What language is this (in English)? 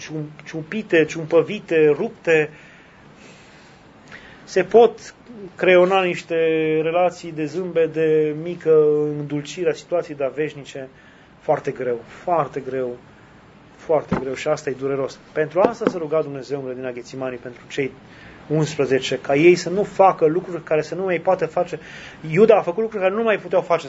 Romanian